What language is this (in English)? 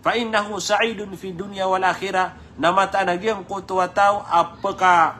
Maranao